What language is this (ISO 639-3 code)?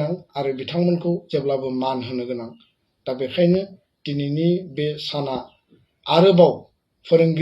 brx